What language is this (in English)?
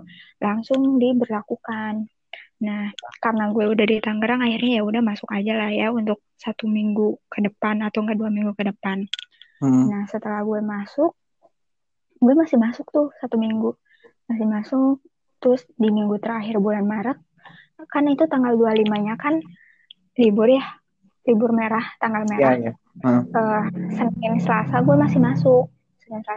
Indonesian